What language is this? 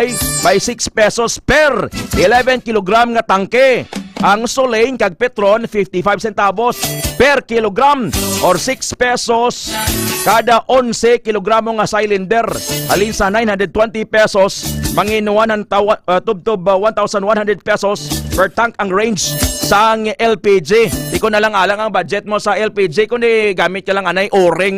Hiligaynon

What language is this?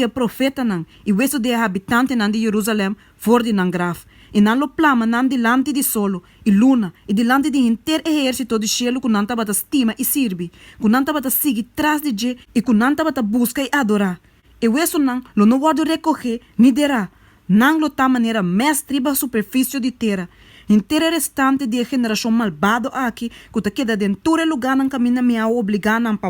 Papiamento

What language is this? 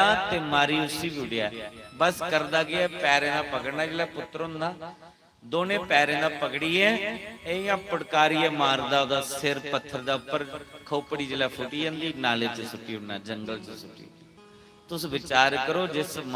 Dogri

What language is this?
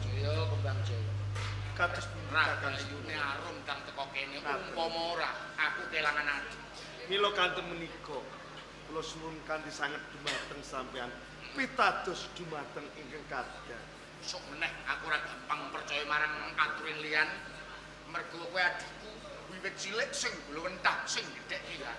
Javanese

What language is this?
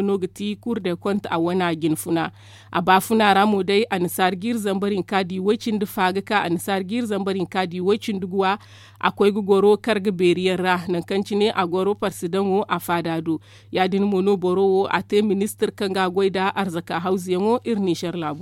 Zarma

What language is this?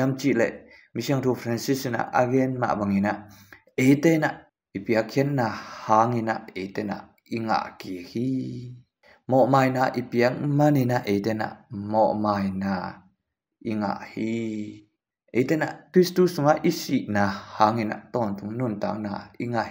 Tedim Chin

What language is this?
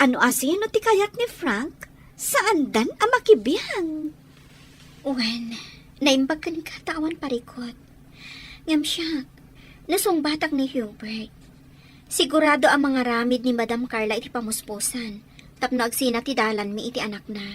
Iloko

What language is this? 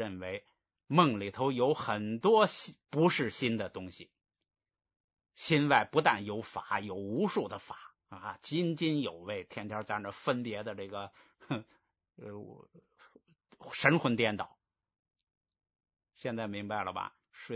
Chinese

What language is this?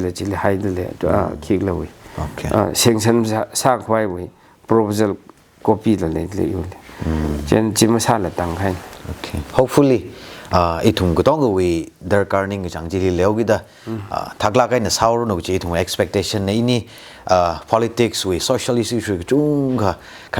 Tangkhul Naga (India)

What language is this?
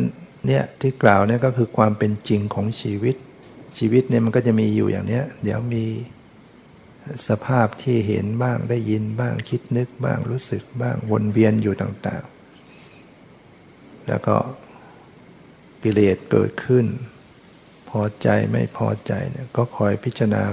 Thai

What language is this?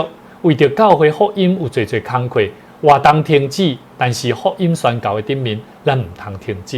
Min Nan Chinese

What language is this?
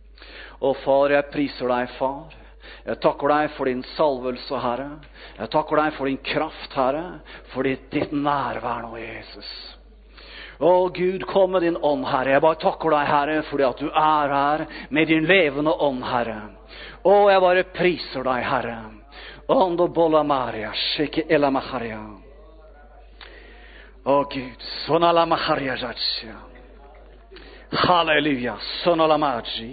Norwegian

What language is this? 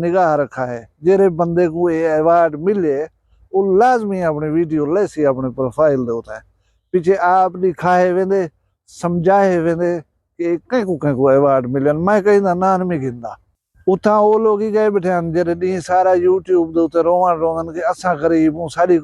Saraiki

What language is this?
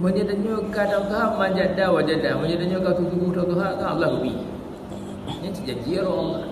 Achinese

